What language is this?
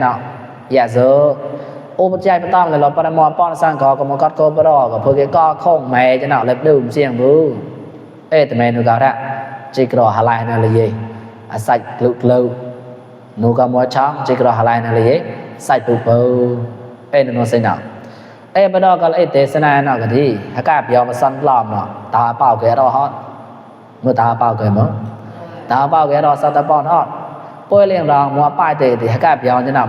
Mon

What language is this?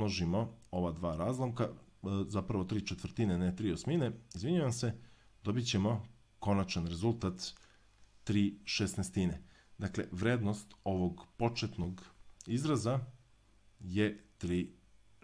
Serbian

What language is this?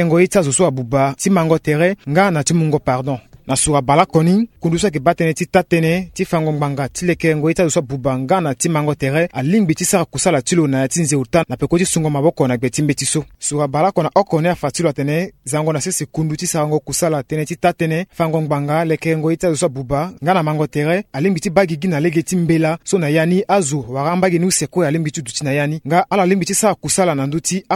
Sango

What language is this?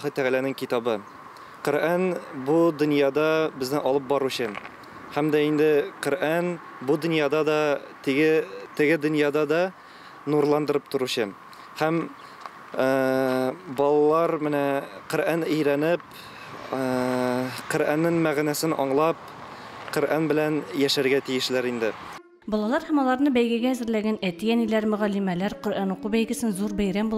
Tatar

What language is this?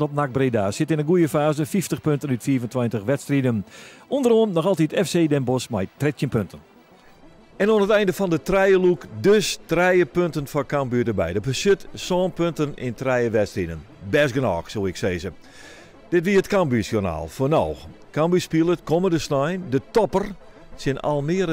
Western Frisian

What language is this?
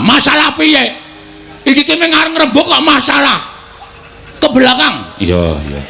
Javanese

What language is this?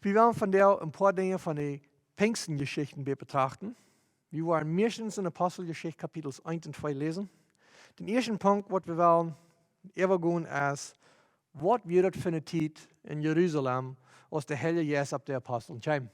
Plautdietsch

